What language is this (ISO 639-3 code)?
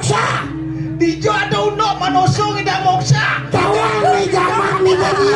ban